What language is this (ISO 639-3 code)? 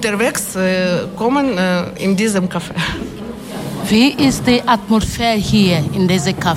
deu